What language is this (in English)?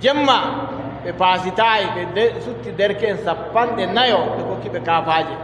Adamawa Fulfulde